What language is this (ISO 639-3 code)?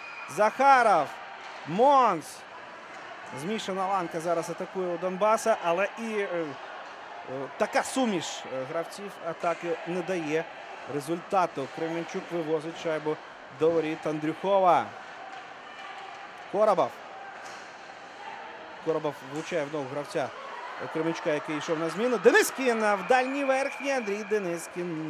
ukr